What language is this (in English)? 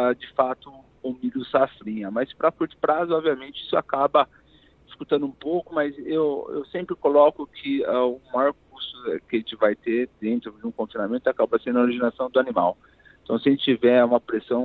Portuguese